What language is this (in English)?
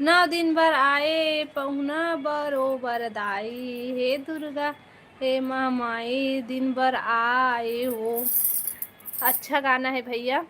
Chhattisgarhi